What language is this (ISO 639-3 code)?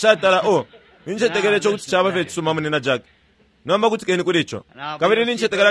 bem